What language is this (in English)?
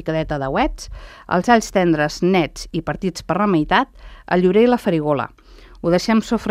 Catalan